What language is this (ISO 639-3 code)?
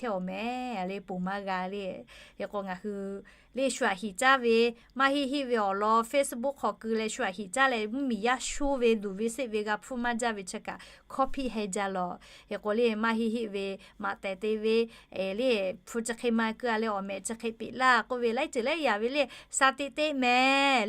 lhu